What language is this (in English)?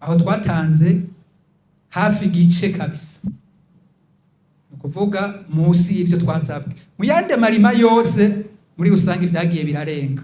Rundi